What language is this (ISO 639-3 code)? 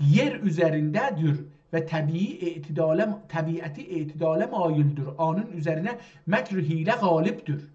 azb